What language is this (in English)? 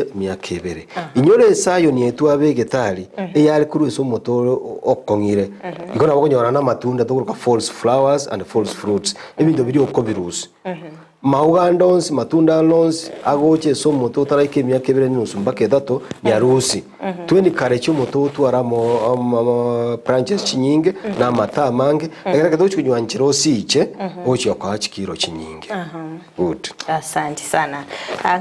Gusii